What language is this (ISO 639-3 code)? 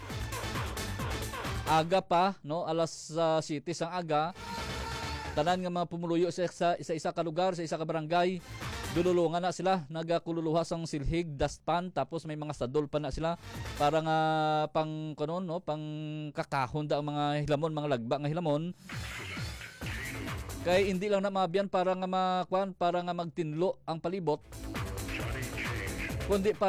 hil